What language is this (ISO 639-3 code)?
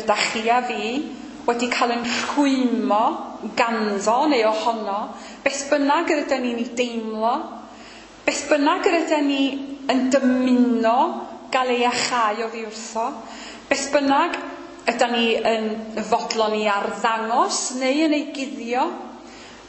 cym